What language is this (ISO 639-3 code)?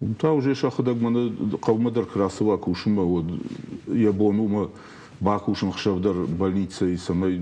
oss